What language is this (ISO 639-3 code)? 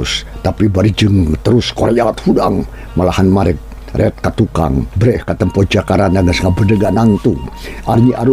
sun